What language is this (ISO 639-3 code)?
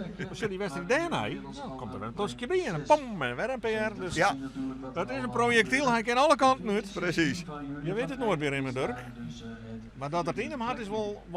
fry